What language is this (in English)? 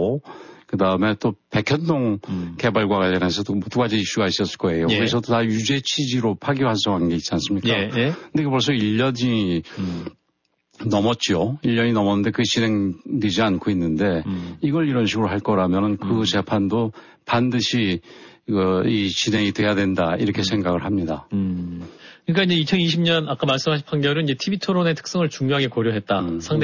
Korean